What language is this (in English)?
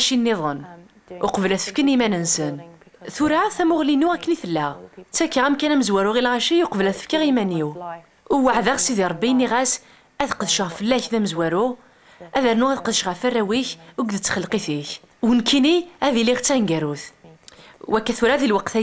Kabyle